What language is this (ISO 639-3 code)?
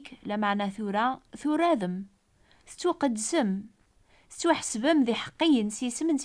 kab